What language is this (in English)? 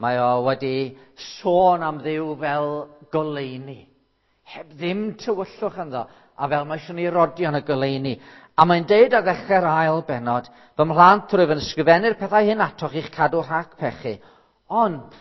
Welsh